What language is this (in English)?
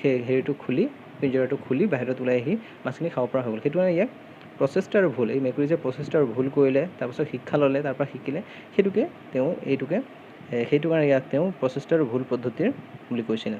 Assamese